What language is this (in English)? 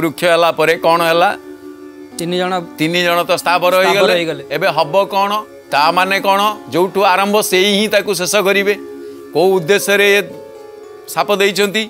Odia